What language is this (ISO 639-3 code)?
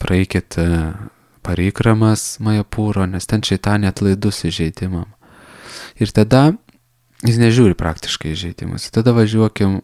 lit